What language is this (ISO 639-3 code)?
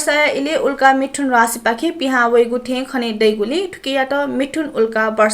new